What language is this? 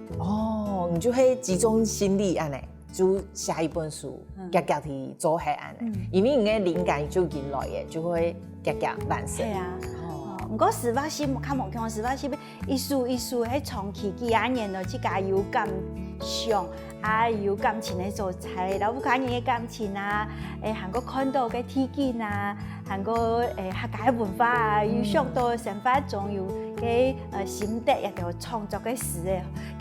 Hakka Chinese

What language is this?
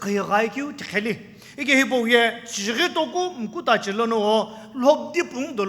Sumi Naga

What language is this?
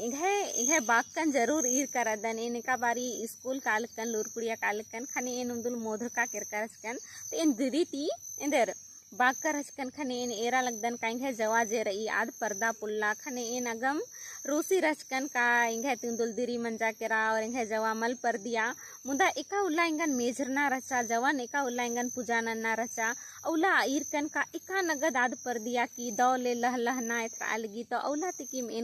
Kurukh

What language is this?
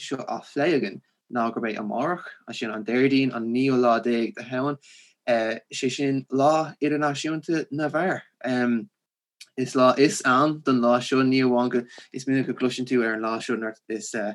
Irish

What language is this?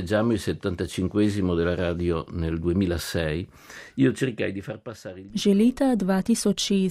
Slovenian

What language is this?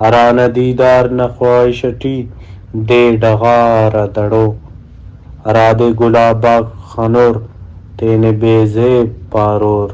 Brahui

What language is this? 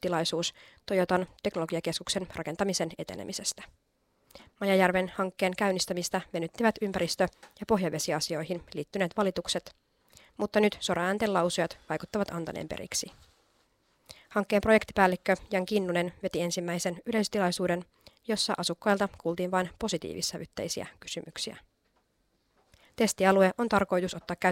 Finnish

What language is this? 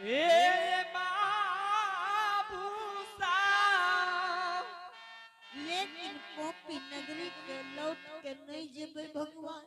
Angika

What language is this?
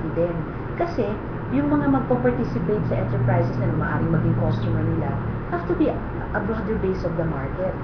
Filipino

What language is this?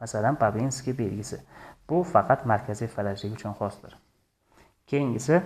Uzbek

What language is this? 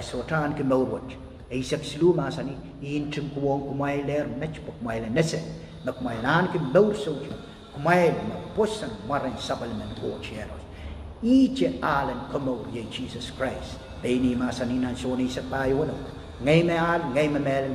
Pohnpeian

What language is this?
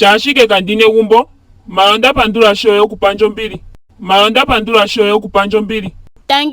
Ndonga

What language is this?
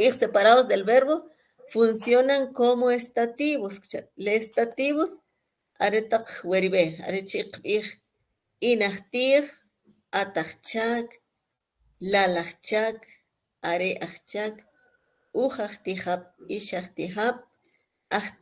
Kʼicheʼ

